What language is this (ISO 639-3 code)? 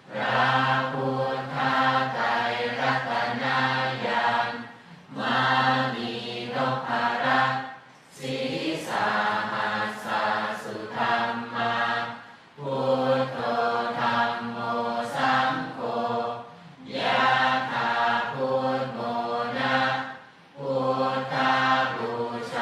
pli